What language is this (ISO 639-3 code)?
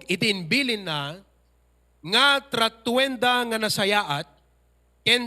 ilo